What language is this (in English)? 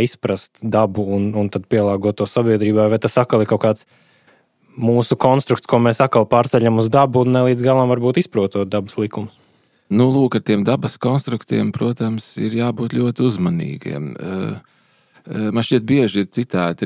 Latvian